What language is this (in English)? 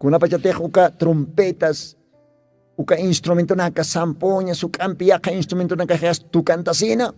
Aymara